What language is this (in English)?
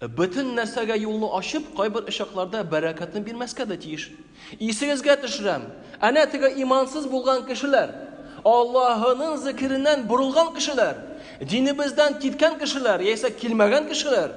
Tatar